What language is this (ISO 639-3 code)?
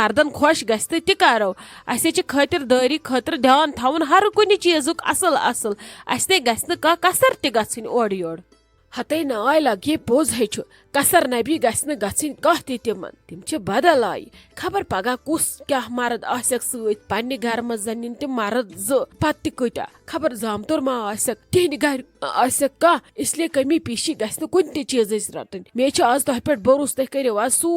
kas